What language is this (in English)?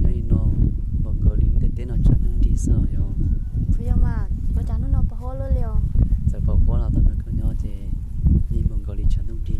Hmong